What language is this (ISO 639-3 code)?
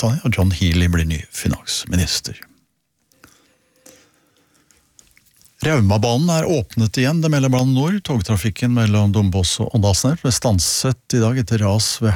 nor